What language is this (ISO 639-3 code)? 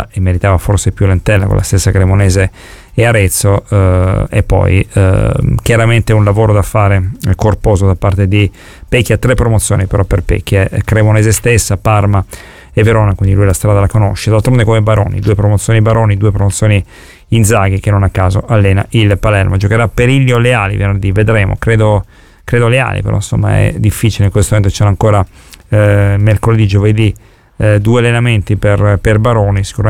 ita